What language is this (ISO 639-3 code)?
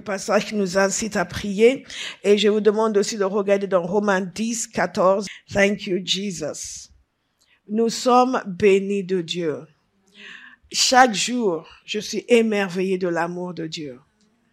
fra